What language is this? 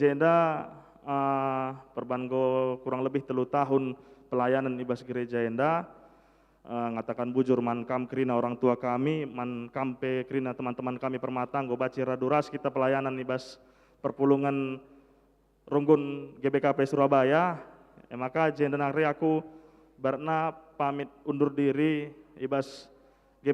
Batak Karo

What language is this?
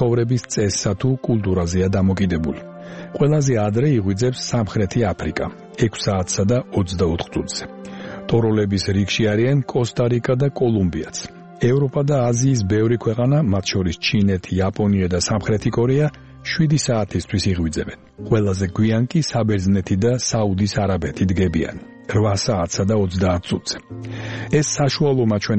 Georgian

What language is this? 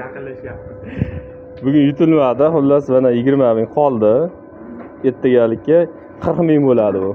Uzbek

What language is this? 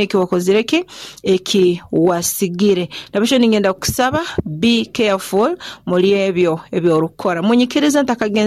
Nyoro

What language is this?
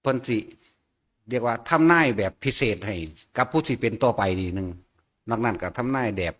Northeastern Thai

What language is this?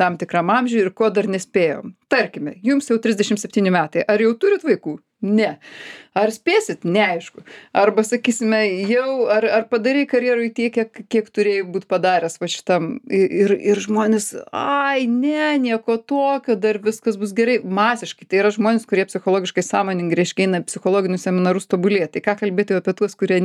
Lithuanian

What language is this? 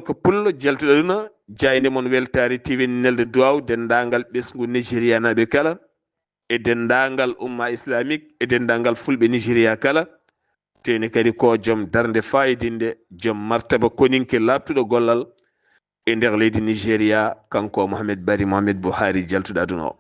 Fula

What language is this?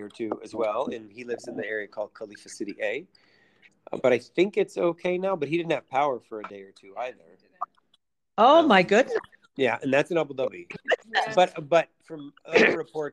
English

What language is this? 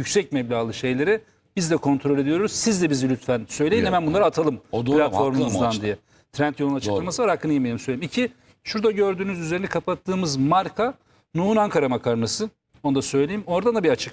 Turkish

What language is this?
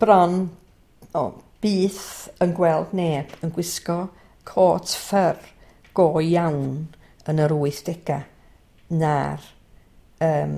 Welsh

